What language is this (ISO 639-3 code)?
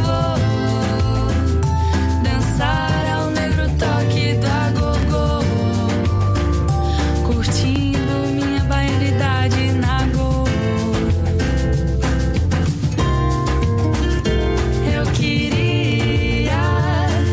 por